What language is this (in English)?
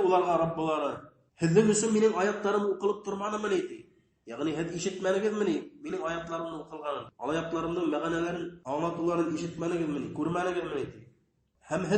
Bashkir